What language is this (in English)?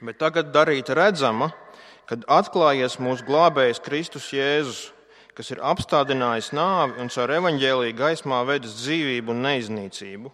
Latvian